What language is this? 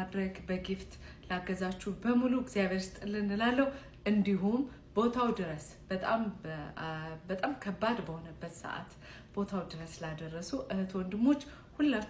Amharic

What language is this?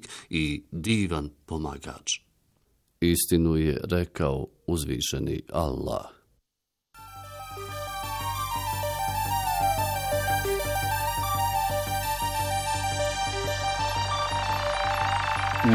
Bosnian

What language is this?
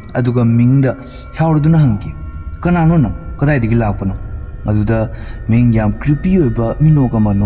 Manipuri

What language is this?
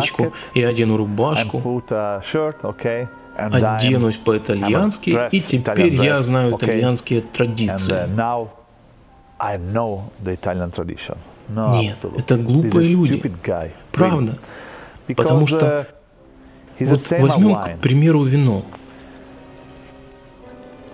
Russian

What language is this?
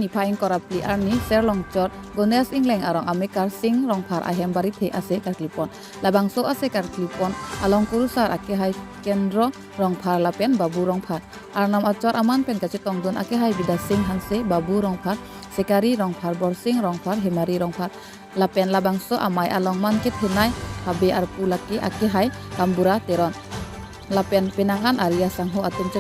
Karbi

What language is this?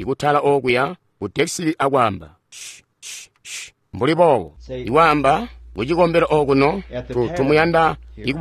Tonga (Zambia)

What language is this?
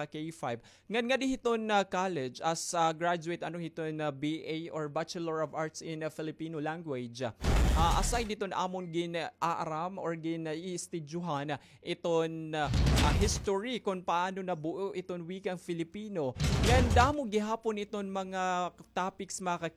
Waray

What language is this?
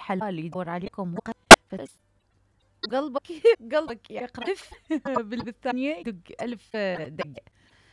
Mesopotamian Arabic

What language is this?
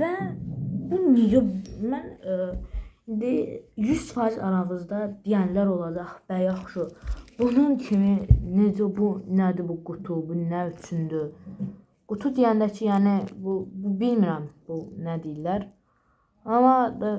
Azerbaijani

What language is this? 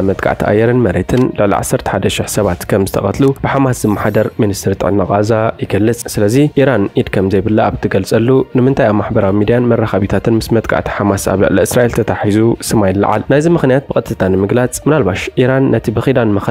Tigrinya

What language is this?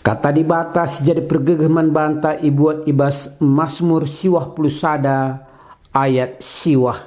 Batak Karo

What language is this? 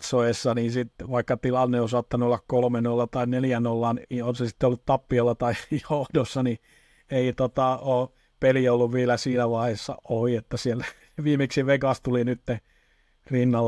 Finnish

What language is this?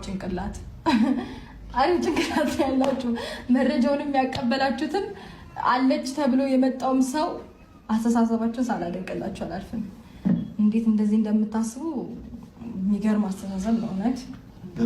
Amharic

